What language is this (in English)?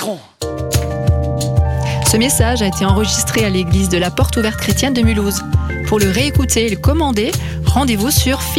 French